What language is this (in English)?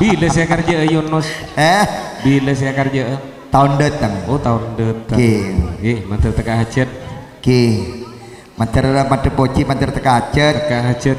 Madurese